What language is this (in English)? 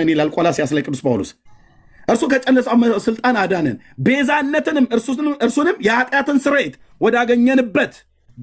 Amharic